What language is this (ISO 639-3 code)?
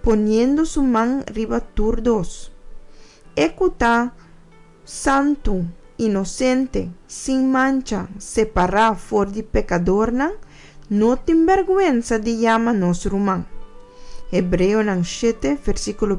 pap